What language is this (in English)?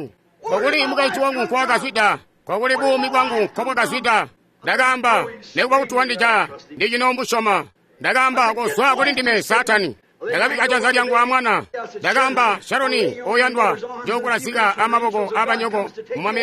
Tonga (Zambia)